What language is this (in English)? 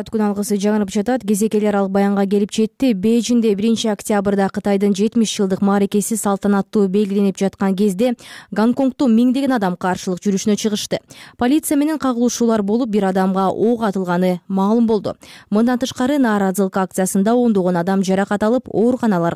Kyrgyz